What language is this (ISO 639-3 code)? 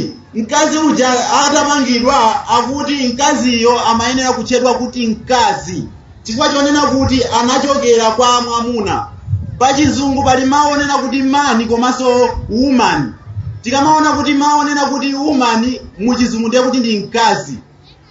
nya